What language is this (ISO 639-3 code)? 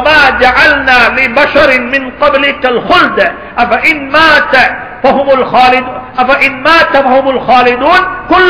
tam